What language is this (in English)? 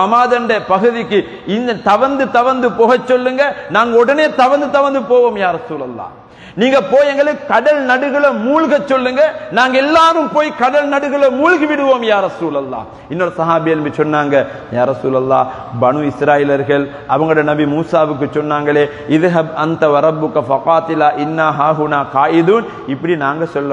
Tamil